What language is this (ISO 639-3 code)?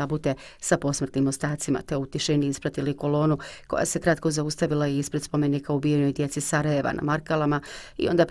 bos